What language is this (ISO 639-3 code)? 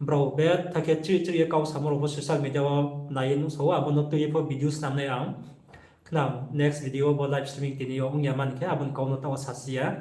ria